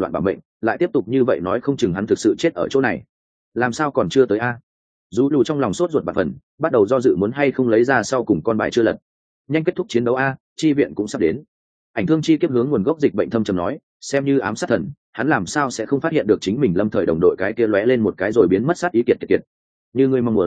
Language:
Vietnamese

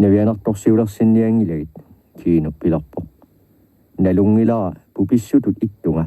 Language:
Kalaallisut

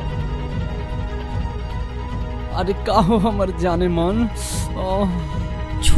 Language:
Bhojpuri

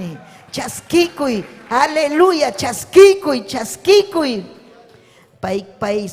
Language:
Ayacucho Quechua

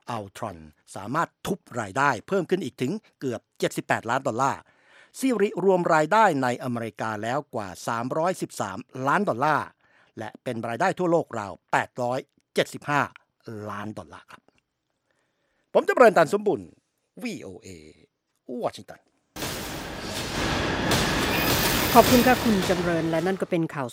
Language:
Thai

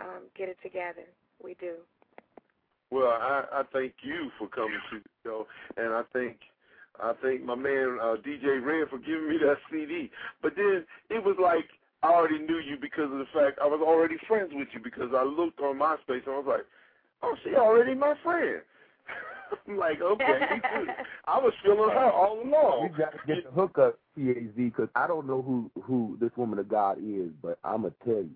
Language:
English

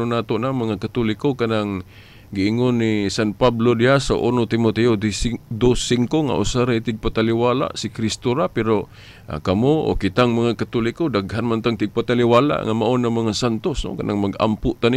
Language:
Cebuano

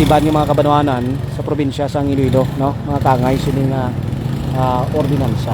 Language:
Hiligaynon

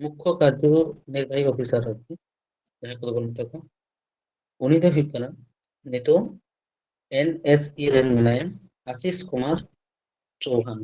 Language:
Santali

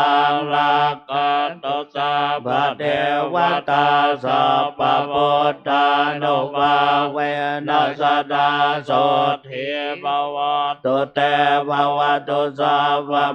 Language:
Pali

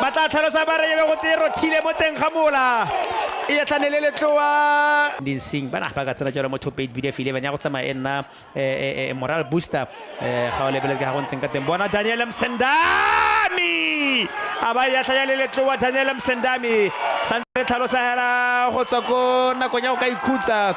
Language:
Tswana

